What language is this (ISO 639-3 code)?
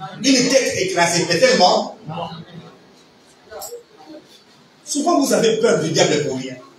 fra